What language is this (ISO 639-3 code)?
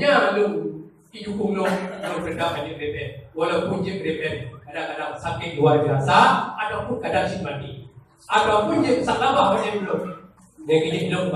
ace